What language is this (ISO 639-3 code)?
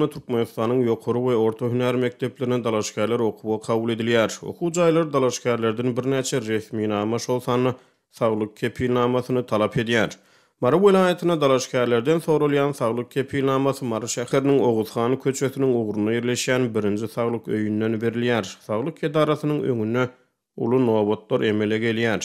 tuk